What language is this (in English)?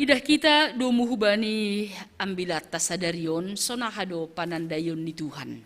Batak Simalungun